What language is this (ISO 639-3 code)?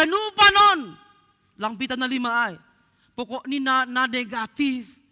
bts